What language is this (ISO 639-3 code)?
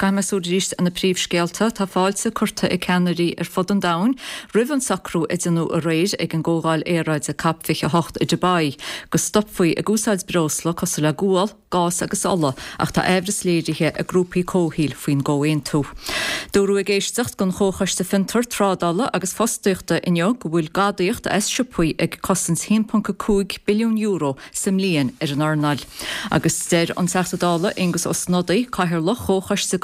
gle